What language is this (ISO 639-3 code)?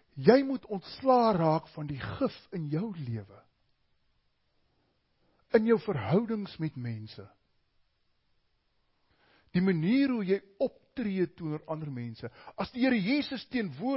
afr